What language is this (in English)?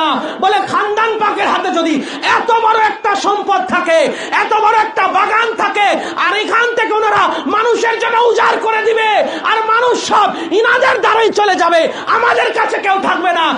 Bangla